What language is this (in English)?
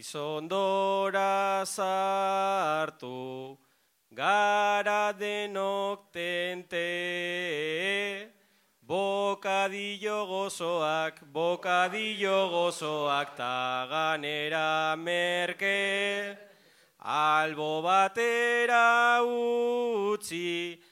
Basque